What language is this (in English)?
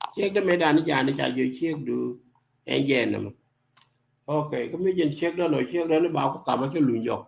Nuer